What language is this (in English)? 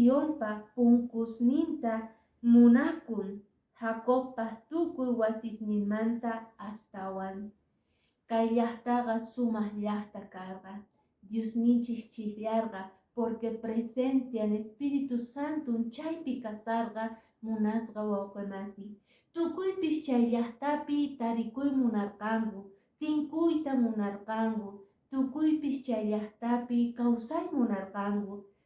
Quechua